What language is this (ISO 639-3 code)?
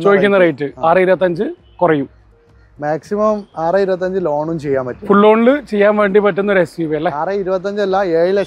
mal